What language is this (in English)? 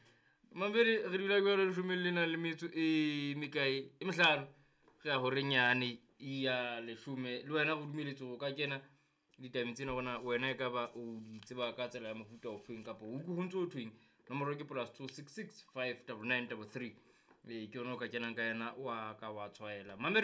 Southern Sotho